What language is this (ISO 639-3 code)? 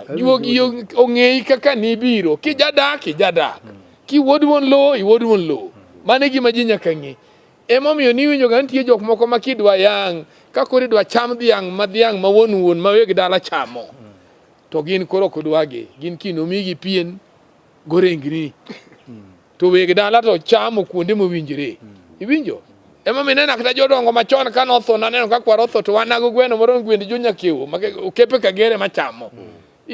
luo